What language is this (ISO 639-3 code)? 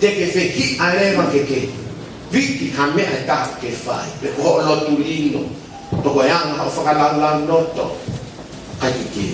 ton